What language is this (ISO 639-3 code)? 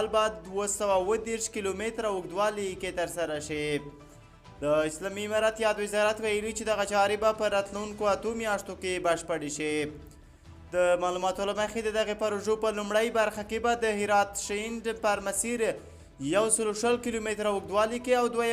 pus